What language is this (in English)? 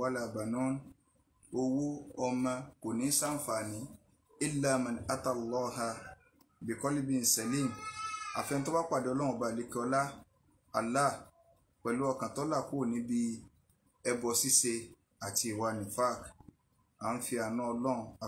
Yoruba